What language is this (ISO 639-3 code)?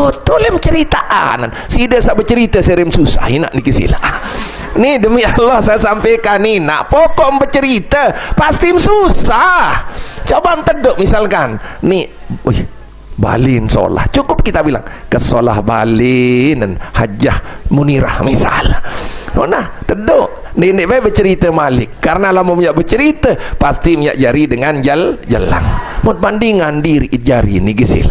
sas